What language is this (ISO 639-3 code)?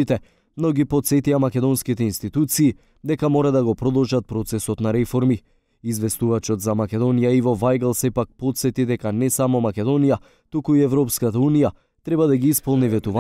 mkd